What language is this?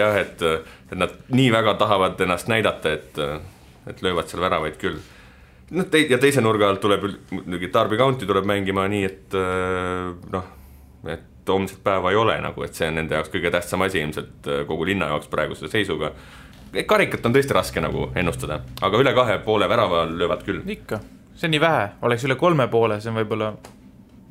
Estonian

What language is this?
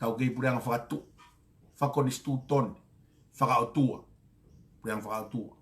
Tongan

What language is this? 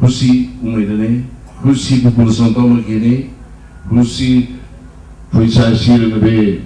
Tetum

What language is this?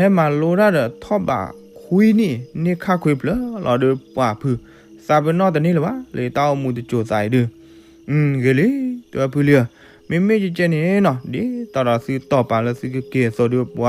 S'gaw Karen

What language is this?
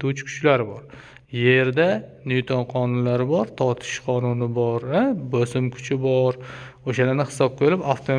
Uzbek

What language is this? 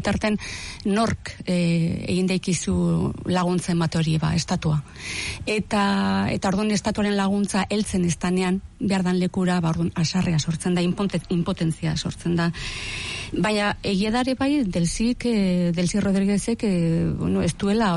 Basque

